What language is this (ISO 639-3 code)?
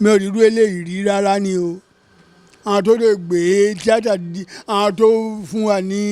yor